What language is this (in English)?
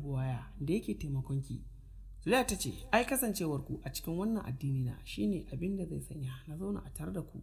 Hausa